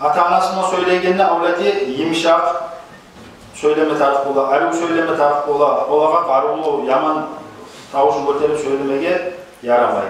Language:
Kumyk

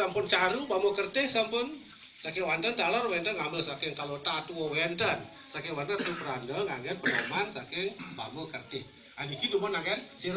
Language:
Balinese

